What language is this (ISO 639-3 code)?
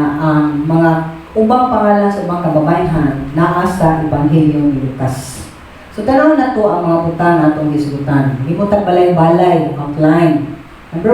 ceb